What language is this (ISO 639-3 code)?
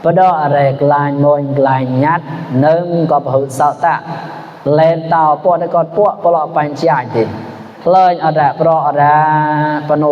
mnw